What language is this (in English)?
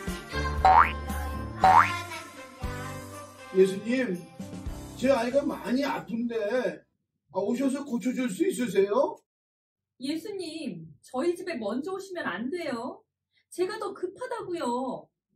Korean